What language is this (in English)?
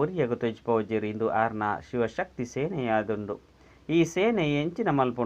Tulu